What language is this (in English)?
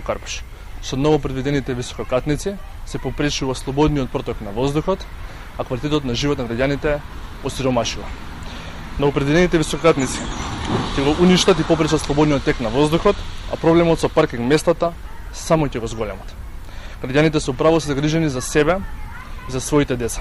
Macedonian